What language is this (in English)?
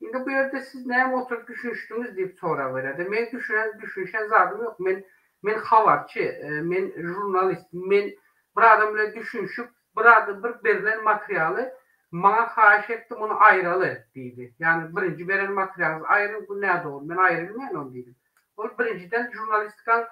Turkmen